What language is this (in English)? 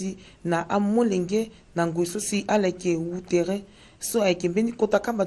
Sango